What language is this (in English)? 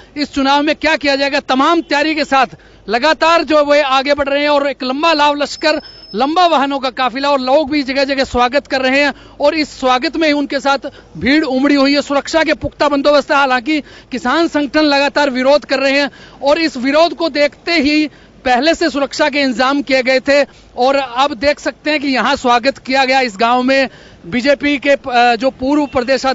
Hindi